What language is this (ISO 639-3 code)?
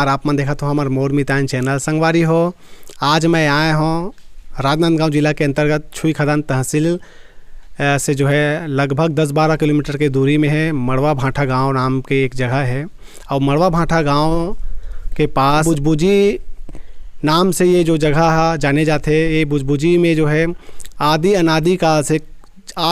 hne